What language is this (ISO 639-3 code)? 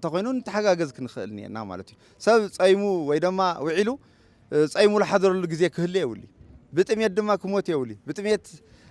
tir